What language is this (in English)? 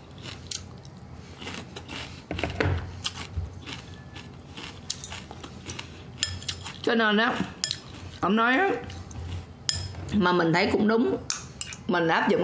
Vietnamese